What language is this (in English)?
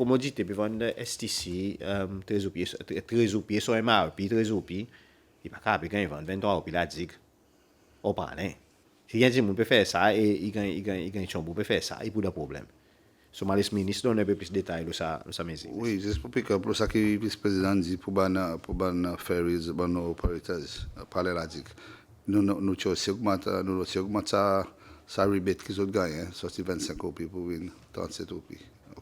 Seselwa Creole French